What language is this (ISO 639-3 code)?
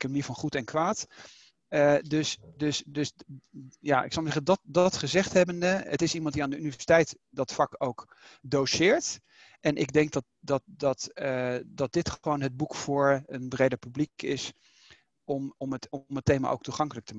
nld